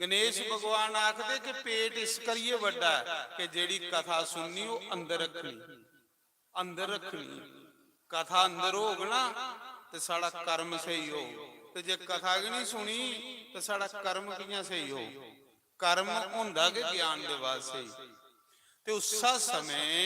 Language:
Dogri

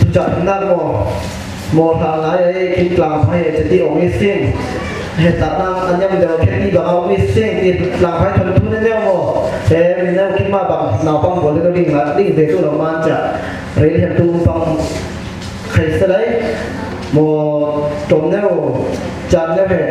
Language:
Falam Chin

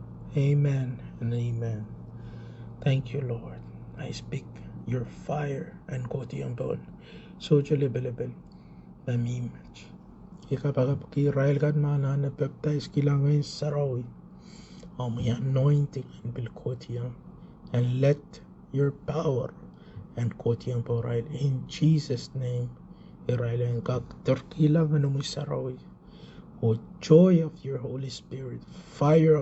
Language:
Pohnpeian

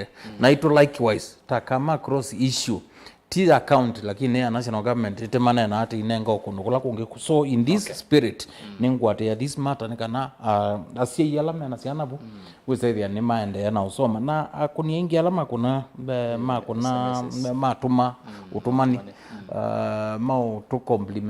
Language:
Kamba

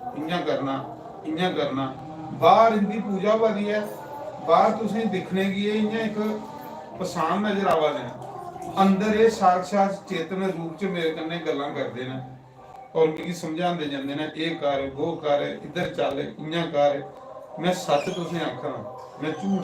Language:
Dogri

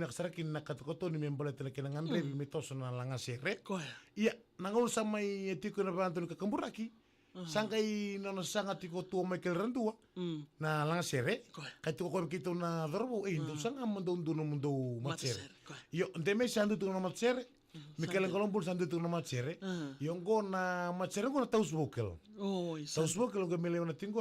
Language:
Fijian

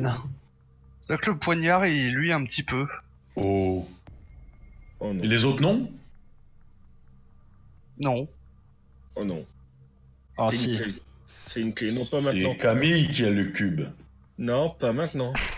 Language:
French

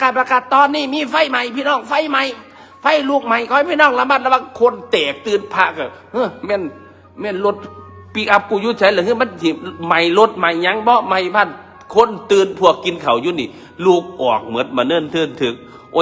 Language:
Northeastern Thai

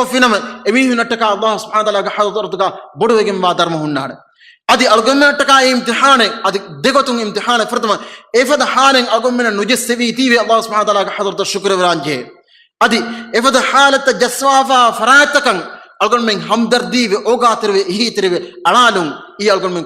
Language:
Divehi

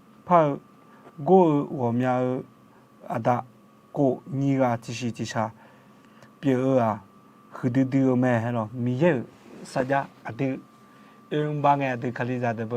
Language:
Akha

